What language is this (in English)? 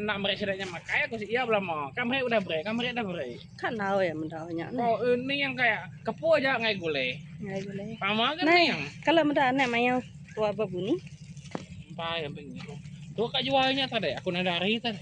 Iban